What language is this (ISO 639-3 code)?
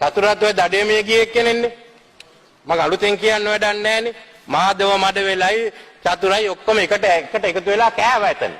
sin